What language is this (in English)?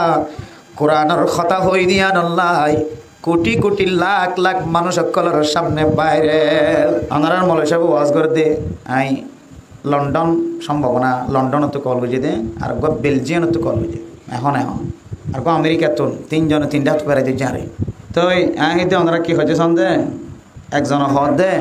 Rohingya